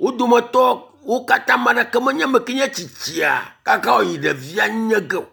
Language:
Ewe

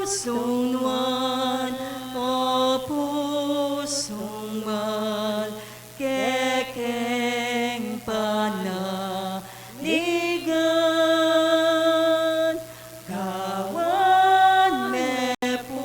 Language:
Pampanga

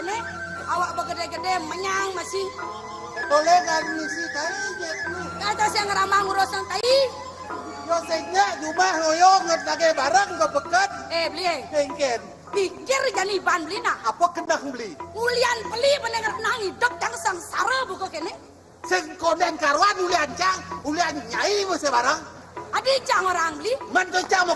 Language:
Balinese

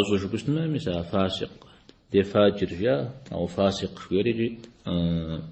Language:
Kabardian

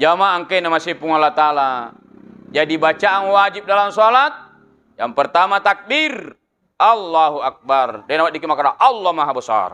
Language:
Buginese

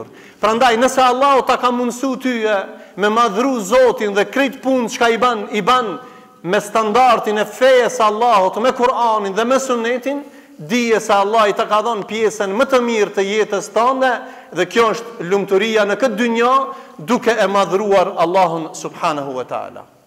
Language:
Albanian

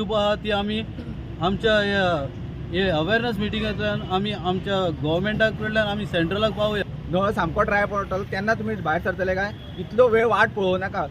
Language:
Konkani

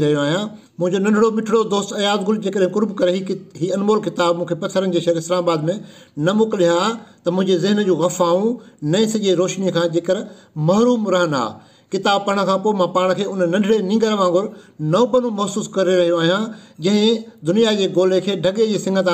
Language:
Sindhi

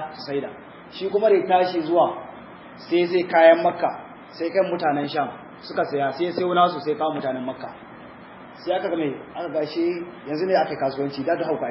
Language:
Hausa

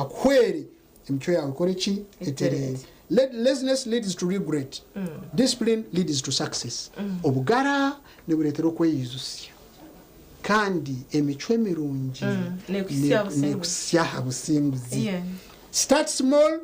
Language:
Nyankole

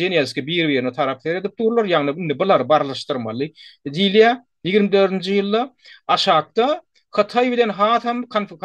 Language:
Turkmen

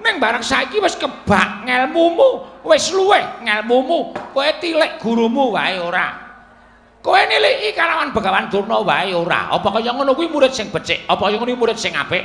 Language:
Javanese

